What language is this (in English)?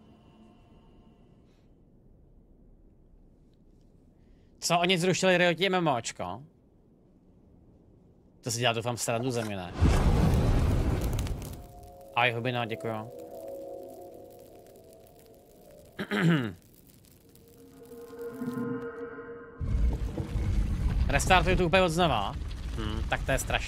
Czech